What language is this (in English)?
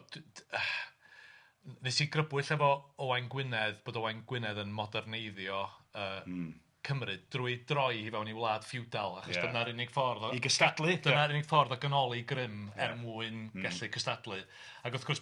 Welsh